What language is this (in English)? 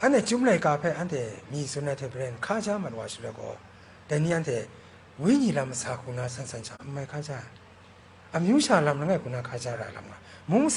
Kachin